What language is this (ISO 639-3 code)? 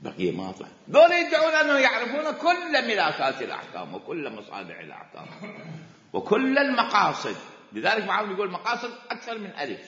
acm